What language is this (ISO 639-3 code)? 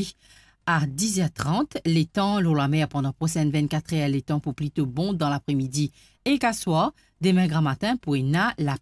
mfe